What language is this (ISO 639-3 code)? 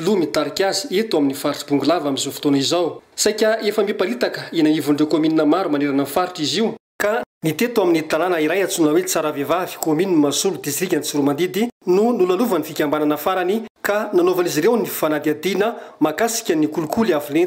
mlg